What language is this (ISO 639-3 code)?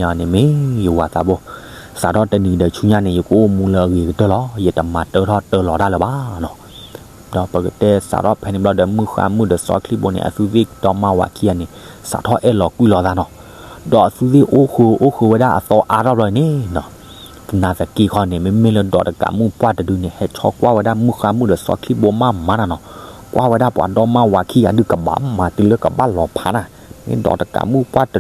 ksw